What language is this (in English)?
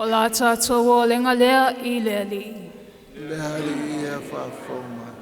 Samoan